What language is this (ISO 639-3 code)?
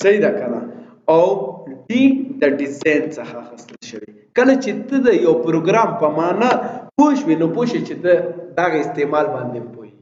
pus